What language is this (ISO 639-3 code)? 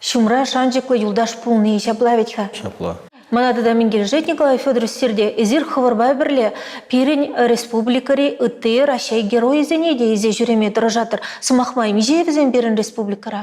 chv